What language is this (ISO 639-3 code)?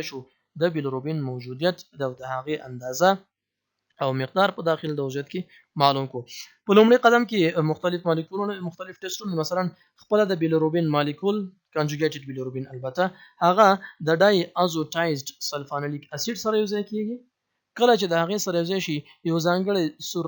pus